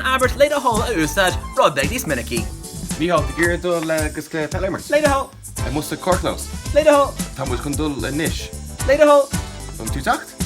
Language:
Irish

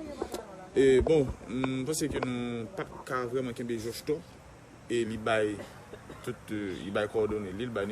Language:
Haitian Creole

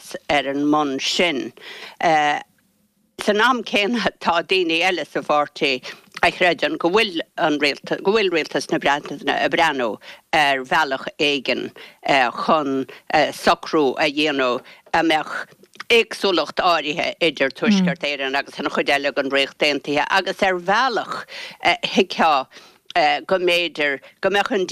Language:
Irish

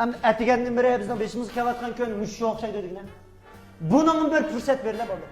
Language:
Uyghur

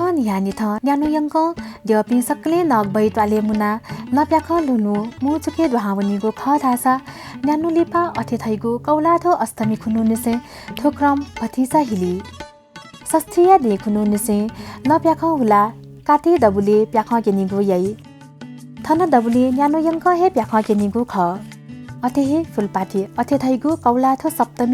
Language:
Newari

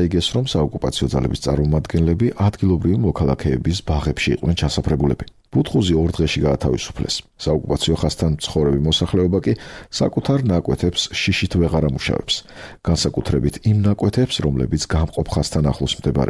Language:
Georgian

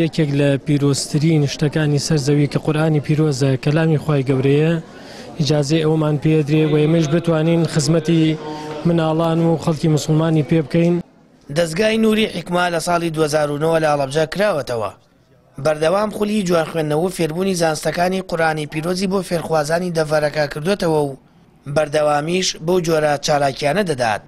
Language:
Central Kurdish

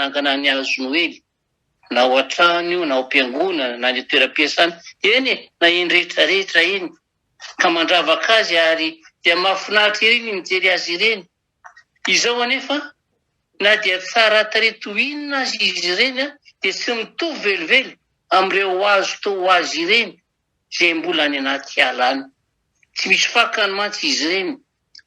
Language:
Malagasy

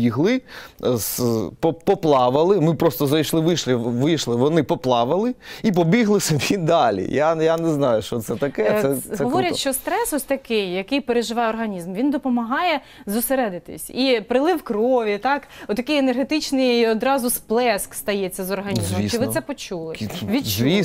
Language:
Ukrainian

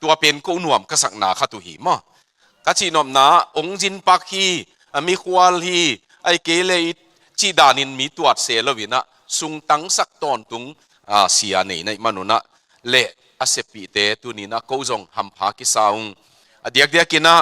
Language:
Tedim Chin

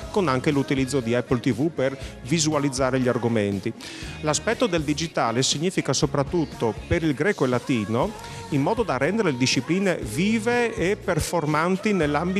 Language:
Italian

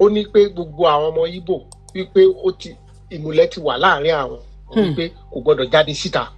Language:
Yoruba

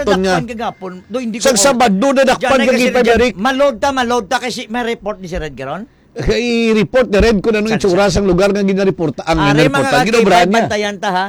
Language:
Hiligaynon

